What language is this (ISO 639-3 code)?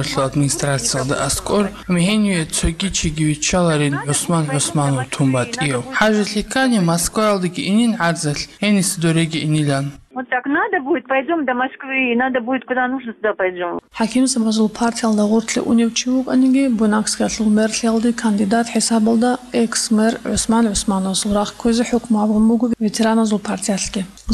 ava